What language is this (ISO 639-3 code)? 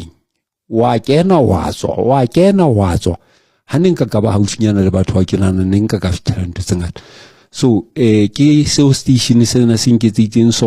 sot